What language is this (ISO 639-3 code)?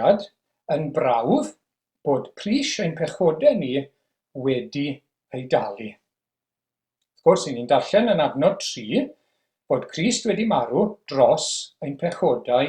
cym